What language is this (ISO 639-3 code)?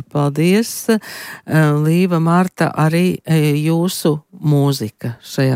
lav